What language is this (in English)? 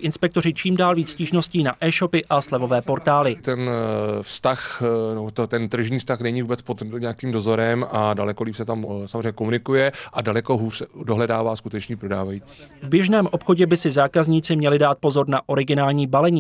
Czech